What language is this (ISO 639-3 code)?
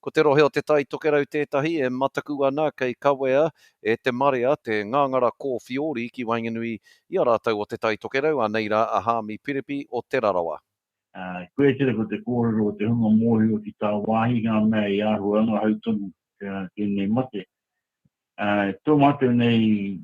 mri